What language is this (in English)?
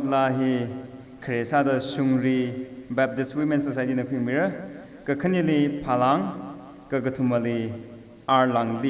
Tangkhul Naga (India)